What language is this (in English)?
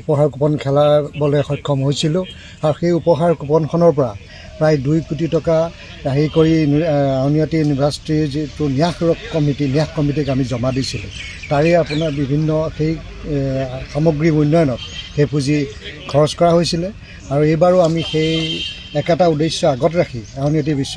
Assamese